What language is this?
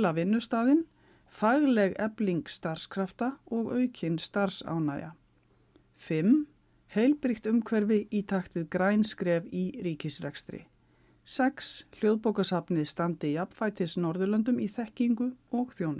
Icelandic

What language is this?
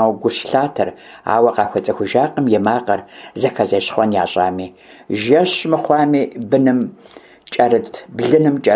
Kabardian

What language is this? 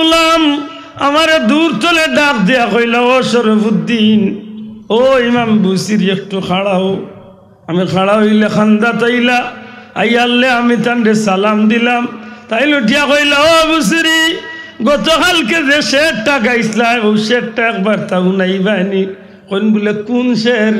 Sylheti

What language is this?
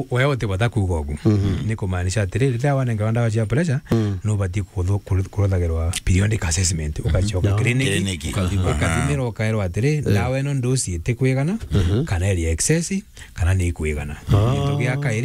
Meru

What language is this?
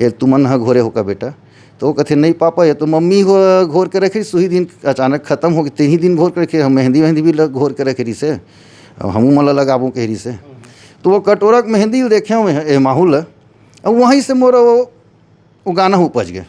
Chhattisgarhi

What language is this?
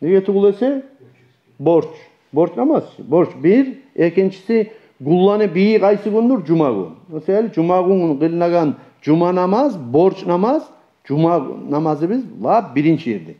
Kumyk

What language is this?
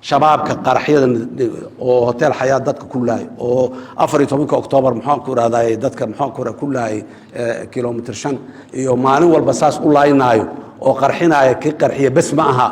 Somali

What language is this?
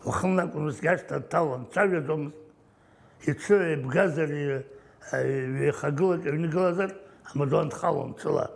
Abkhazian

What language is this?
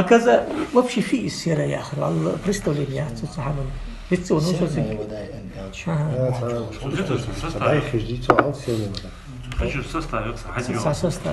Ingush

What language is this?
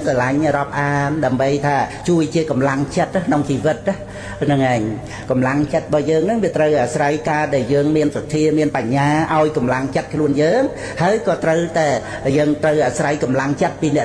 Khmer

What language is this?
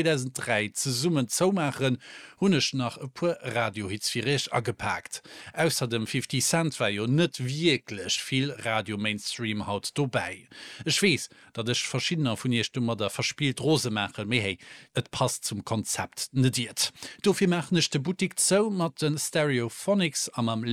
Luxembourgish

